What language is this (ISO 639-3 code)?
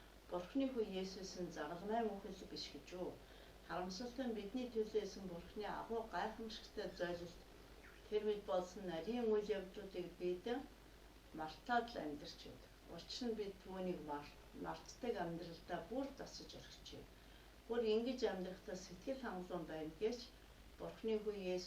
mon